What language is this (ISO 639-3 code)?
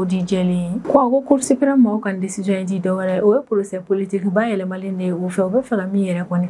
bam